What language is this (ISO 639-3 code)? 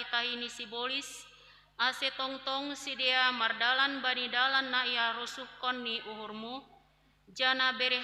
bts